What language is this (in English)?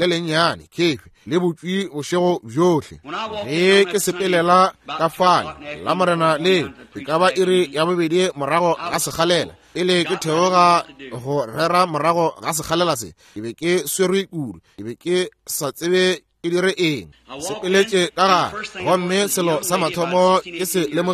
Northern Sotho